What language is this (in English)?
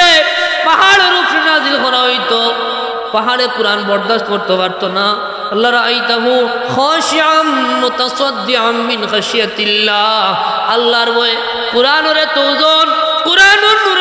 Sylheti